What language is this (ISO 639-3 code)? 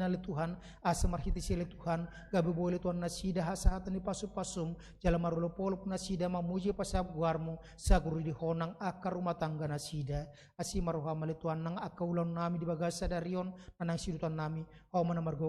bbc